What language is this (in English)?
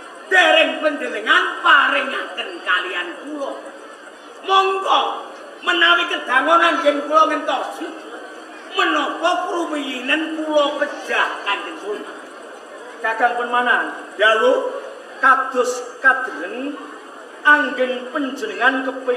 Javanese